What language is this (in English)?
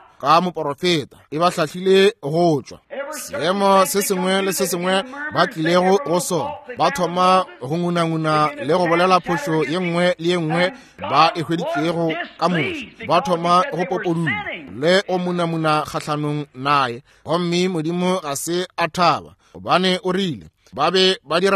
Northern Sotho